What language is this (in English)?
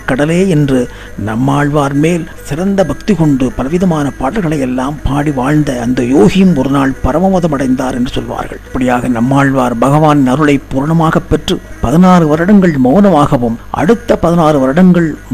Tamil